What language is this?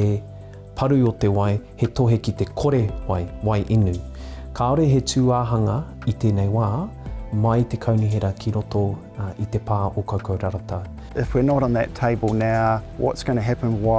Māori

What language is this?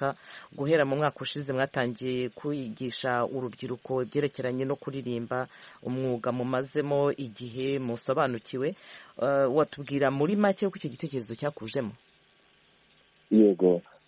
Kinyarwanda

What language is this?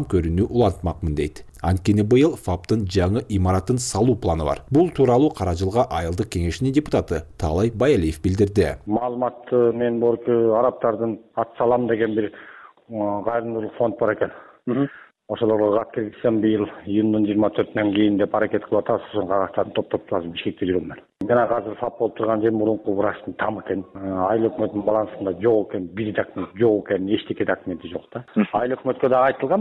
Kyrgyz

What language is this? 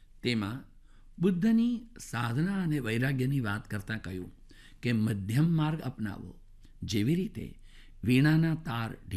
Gujarati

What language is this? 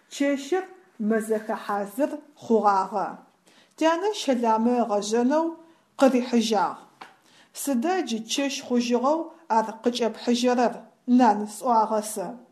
Adyghe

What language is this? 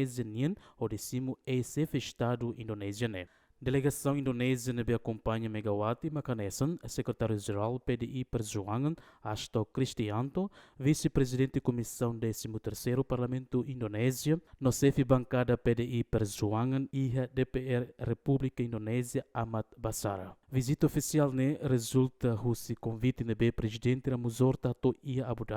Tetum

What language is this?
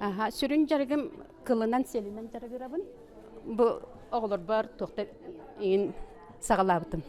Yakut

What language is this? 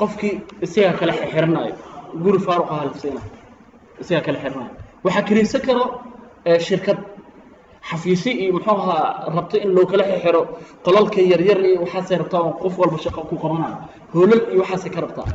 Somali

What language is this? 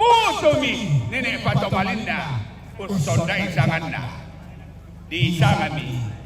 Toraja-Sa'dan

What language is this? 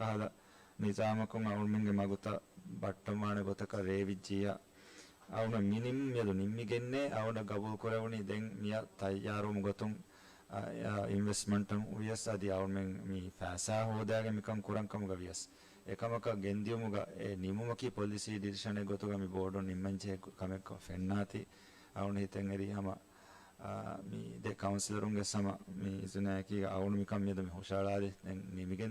Divehi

